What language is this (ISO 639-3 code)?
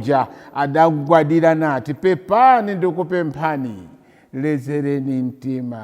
nya